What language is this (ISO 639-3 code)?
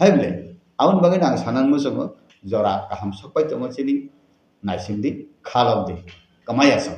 trp